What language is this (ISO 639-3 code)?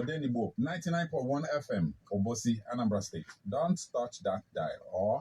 ibo